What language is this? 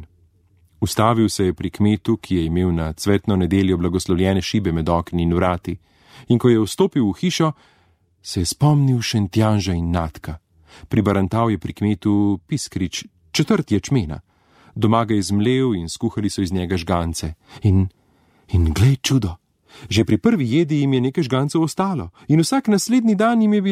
Slovenian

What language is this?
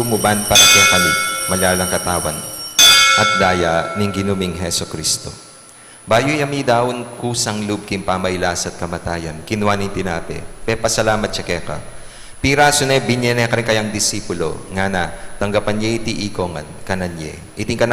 Pampanga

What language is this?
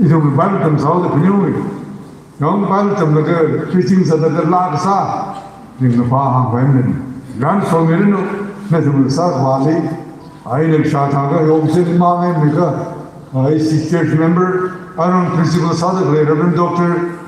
Tangkhul Naga (India)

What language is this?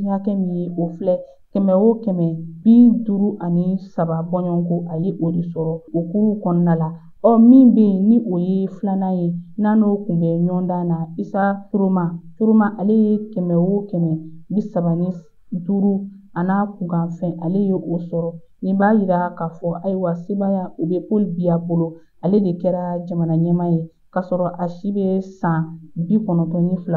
Bambara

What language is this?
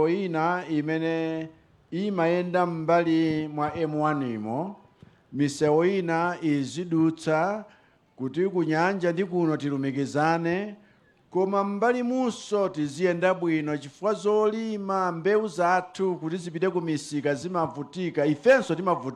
Nyanja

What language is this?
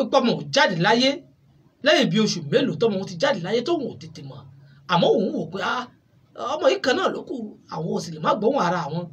Yoruba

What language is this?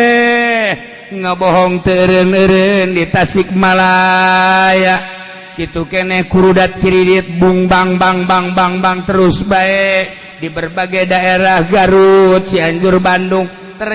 Sundanese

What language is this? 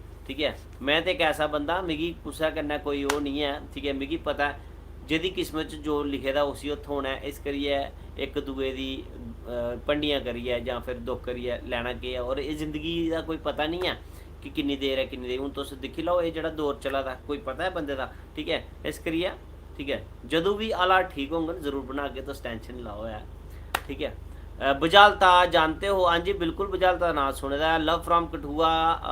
Dogri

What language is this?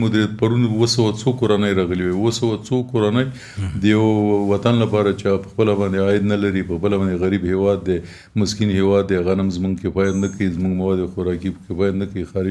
Pashto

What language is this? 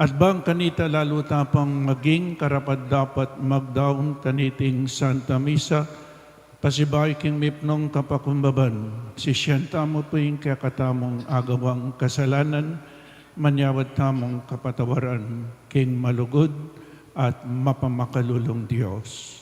Pampanga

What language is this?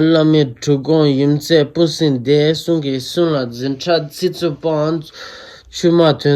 Tibetan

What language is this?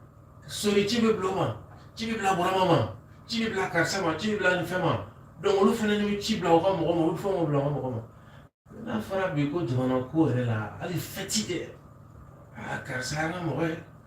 Bambara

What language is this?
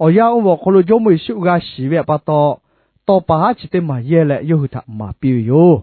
Lahu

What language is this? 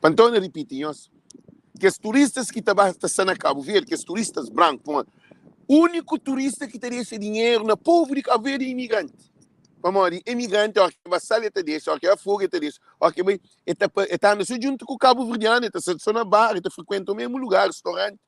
Kabuverdianu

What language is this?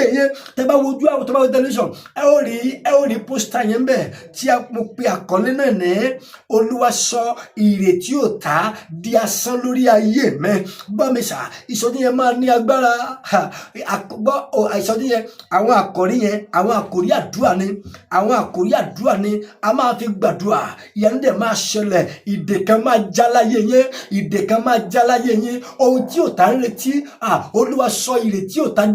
Yoruba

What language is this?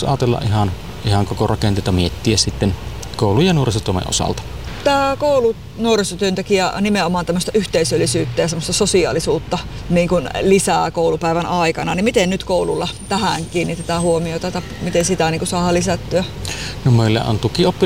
Finnish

